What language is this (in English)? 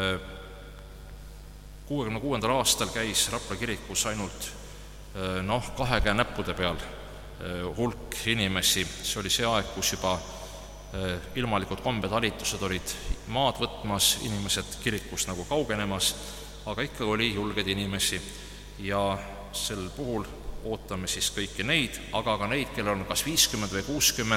Estonian